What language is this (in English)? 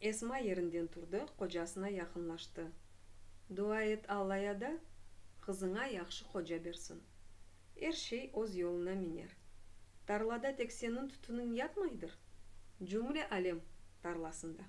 Crimean Tatar